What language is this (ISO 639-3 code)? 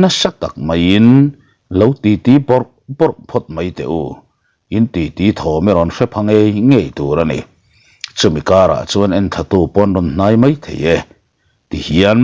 lus